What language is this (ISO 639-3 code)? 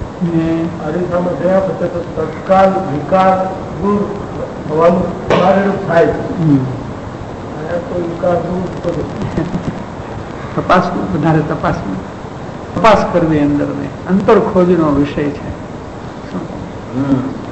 guj